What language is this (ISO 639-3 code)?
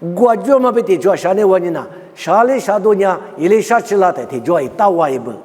lis